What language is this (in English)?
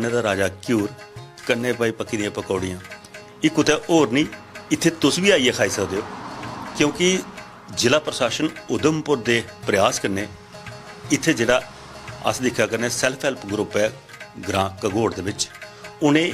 Dogri